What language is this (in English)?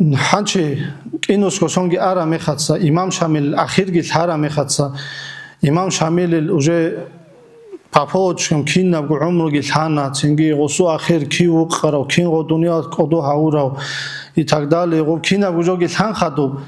Avaric